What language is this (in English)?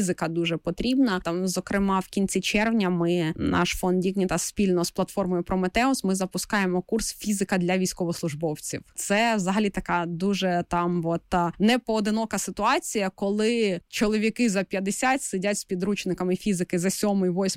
Ukrainian